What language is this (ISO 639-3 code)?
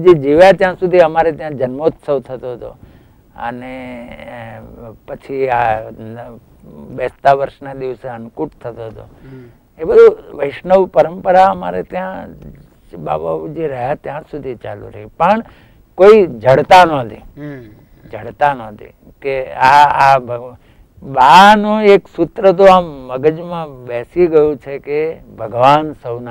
guj